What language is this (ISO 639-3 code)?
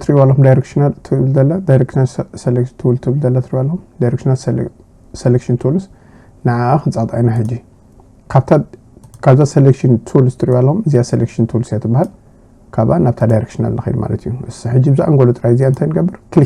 tir